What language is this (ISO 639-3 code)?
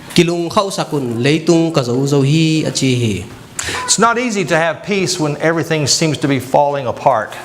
ctd